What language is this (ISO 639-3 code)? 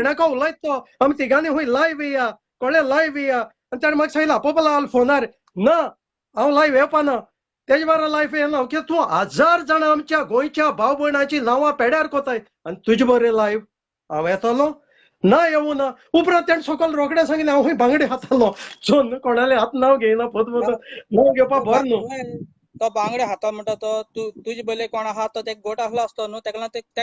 kok